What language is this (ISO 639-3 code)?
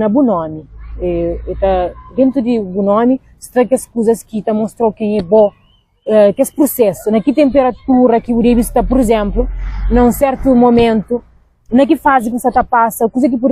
kea